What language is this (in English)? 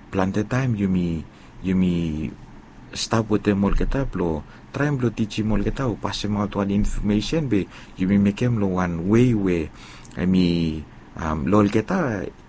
Bislama